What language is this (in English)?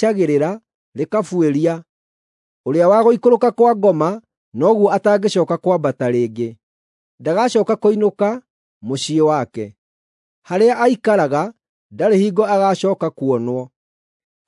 Kikuyu